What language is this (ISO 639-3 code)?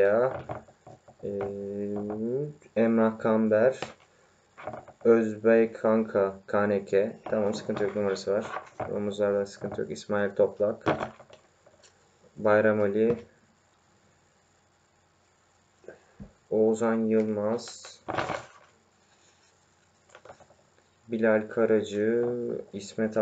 tur